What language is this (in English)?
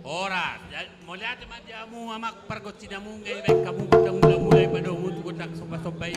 Batak Toba